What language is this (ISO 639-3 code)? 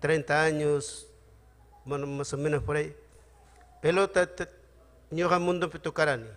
quy